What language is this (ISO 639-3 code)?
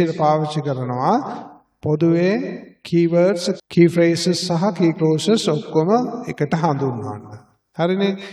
sin